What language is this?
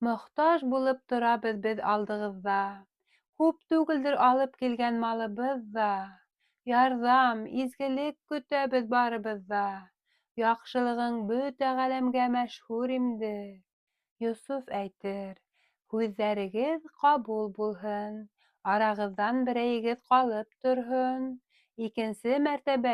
Bashkir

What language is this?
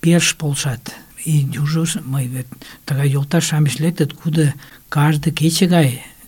Mari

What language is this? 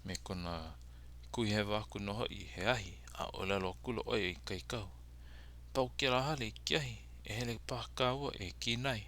Hawaiian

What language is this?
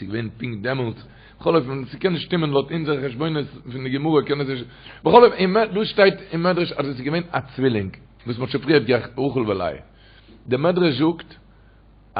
Yiddish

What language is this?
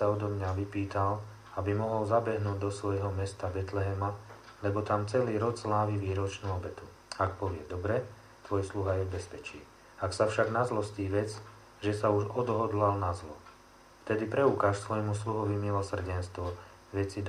Slovak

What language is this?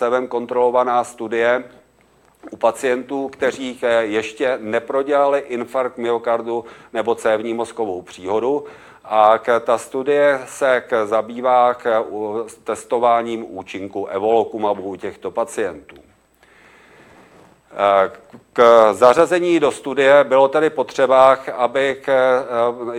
Czech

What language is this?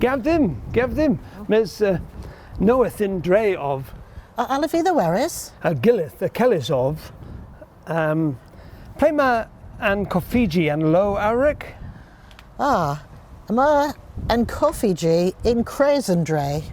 Cornish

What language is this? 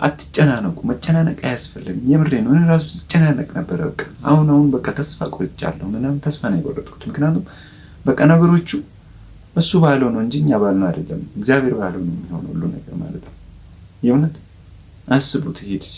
Amharic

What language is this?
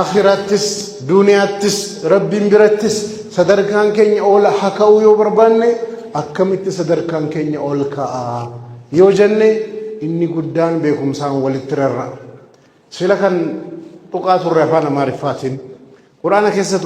Oromo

